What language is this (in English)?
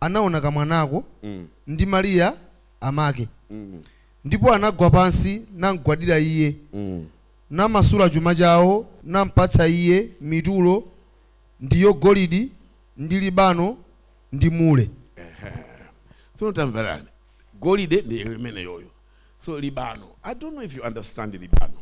Nyanja